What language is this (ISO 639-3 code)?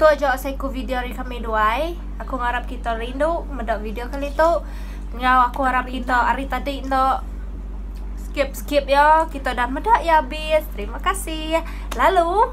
iba